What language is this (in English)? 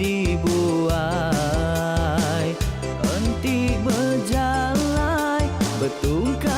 Iban